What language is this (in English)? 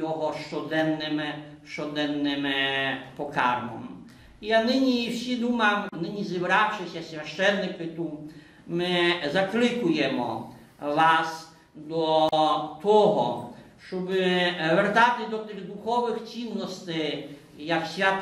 Rusyn